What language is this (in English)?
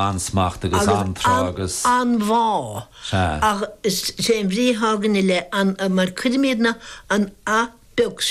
Irish